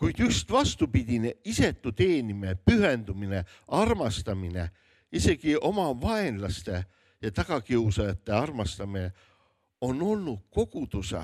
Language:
Estonian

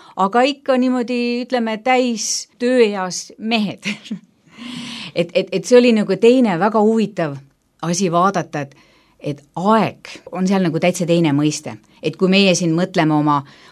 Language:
Estonian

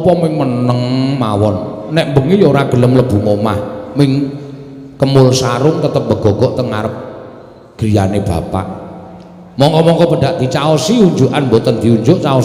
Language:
Javanese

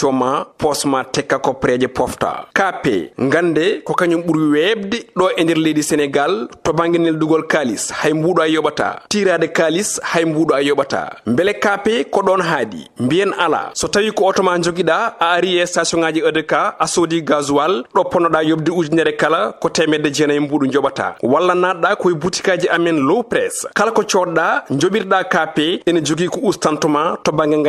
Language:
Fula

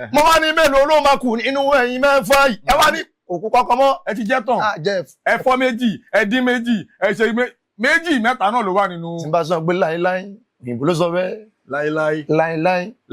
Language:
Yoruba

